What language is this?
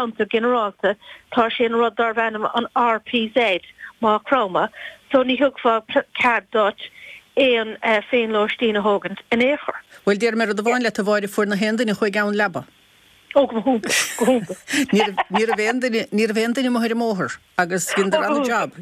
Irish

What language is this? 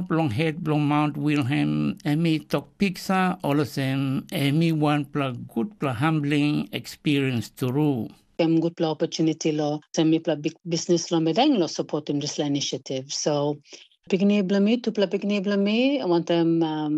Tok Pisin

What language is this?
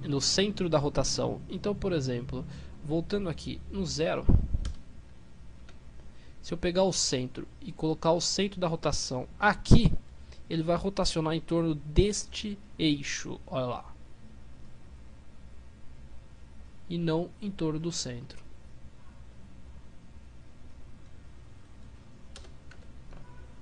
Portuguese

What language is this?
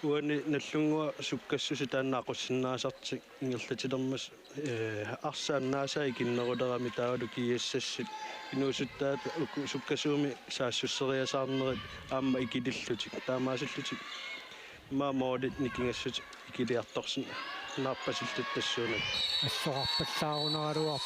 Kalaallisut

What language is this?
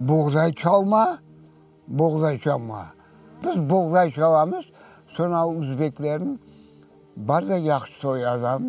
Crimean Tatar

